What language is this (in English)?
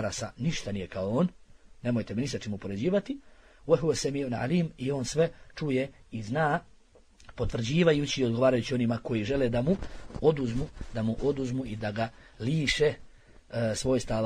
Bosnian